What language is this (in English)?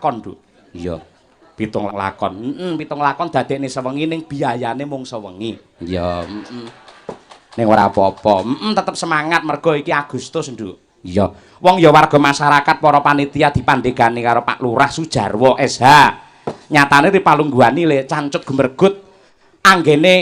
Javanese